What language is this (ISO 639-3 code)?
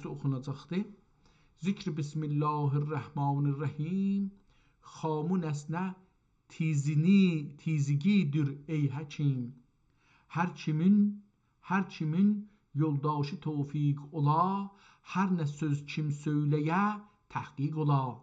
azb